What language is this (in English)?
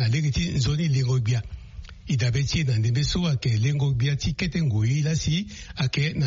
Sango